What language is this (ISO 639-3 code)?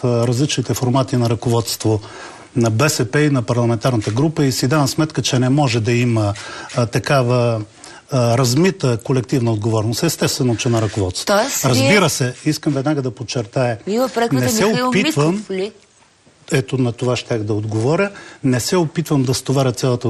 bul